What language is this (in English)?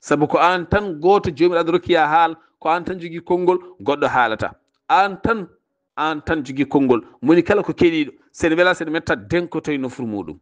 Fula